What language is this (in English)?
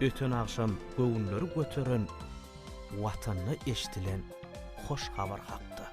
Turkmen